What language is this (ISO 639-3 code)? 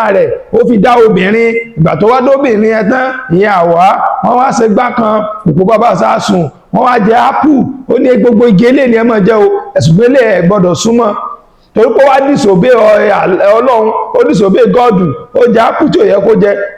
yor